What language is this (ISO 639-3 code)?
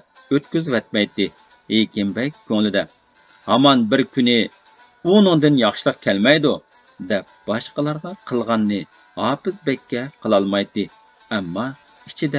uig